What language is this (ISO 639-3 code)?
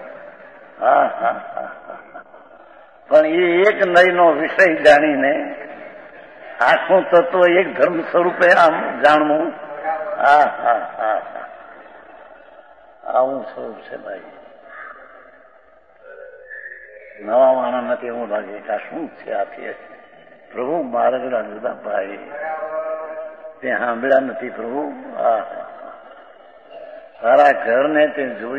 guj